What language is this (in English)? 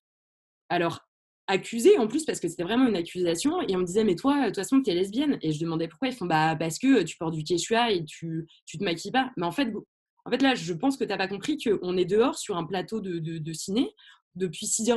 French